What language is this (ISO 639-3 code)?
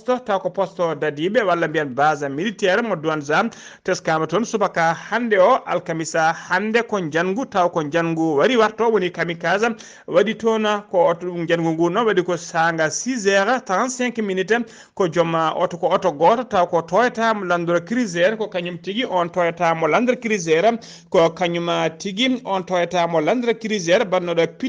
ful